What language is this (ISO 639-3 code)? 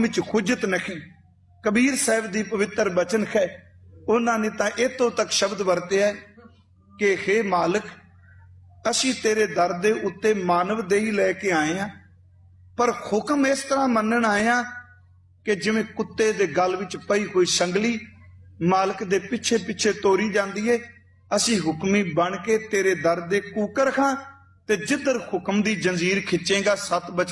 pan